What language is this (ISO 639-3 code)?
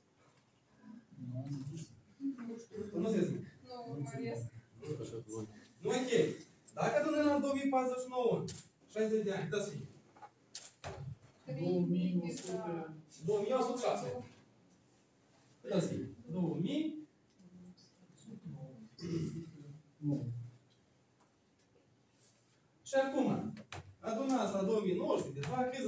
ron